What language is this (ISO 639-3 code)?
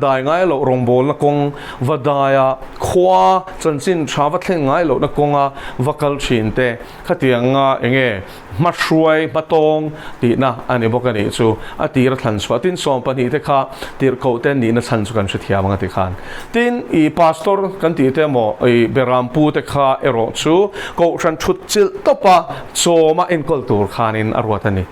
lus